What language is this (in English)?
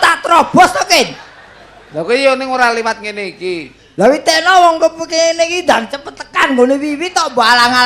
Javanese